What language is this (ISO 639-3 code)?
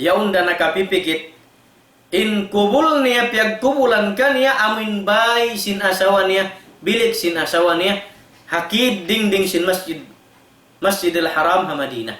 tsg